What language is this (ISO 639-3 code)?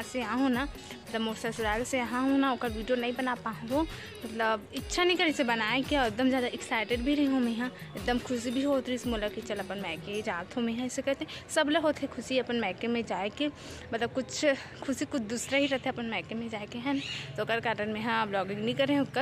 hne